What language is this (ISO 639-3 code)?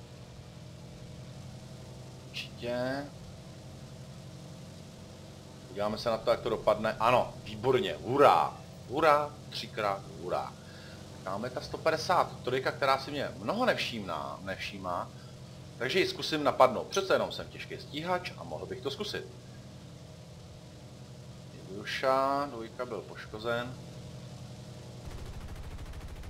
ces